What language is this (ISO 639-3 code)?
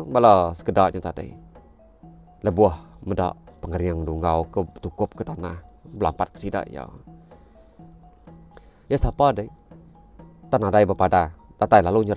iba